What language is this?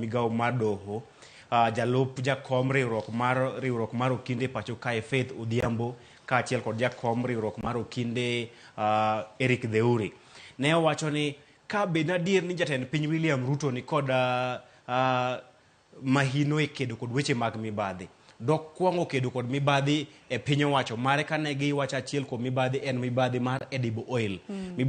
Luo (Kenya and Tanzania)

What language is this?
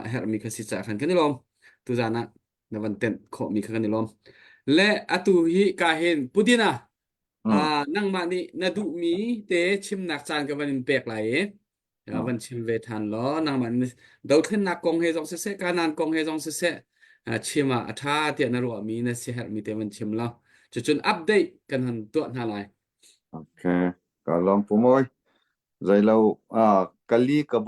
Hakha Chin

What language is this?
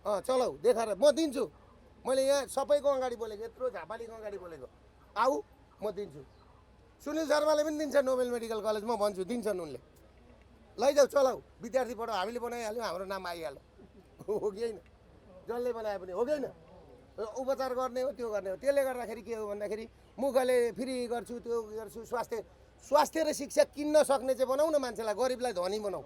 Nepali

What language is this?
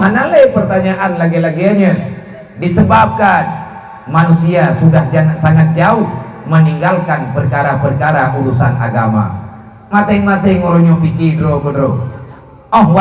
Achinese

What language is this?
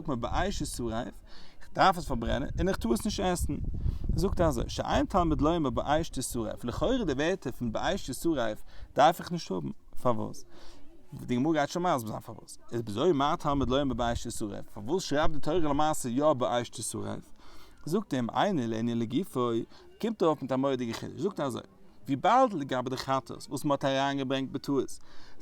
Yiddish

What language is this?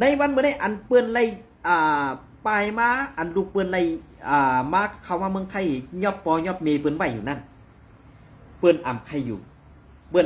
Shan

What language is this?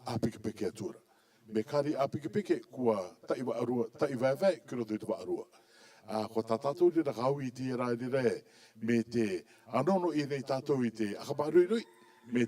Rarotongan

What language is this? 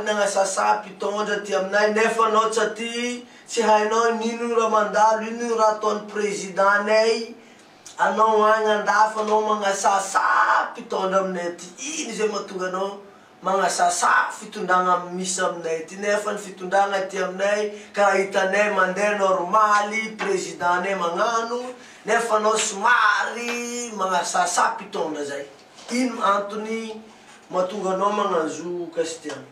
Malagasy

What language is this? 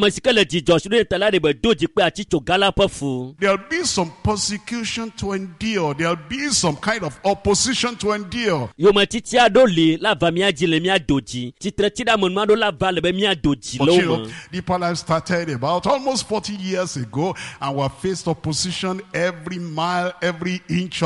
Ewe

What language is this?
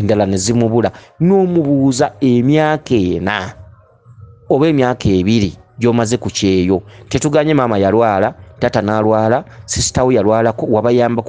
Ganda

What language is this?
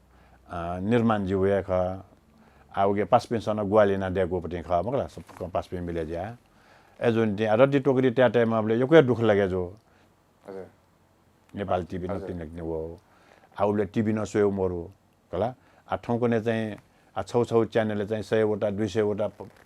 Newari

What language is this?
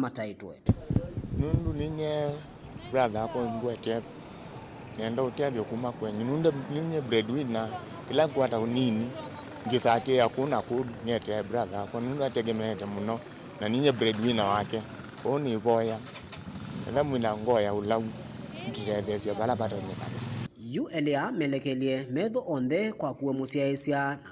Kamba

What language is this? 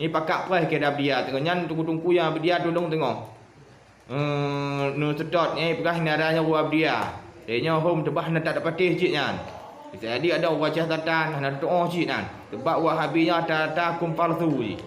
Achinese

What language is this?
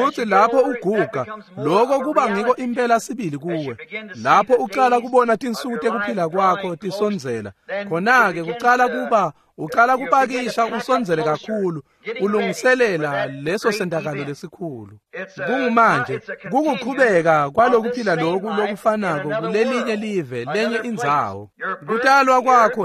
Swati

